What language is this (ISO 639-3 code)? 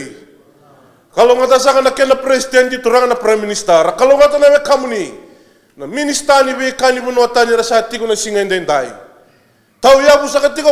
fij